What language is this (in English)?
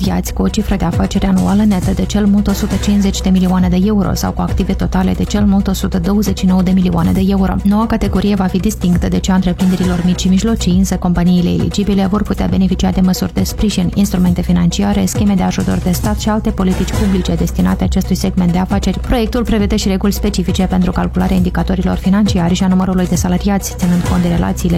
Romanian